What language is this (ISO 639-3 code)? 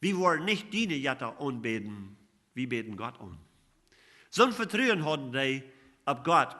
pdt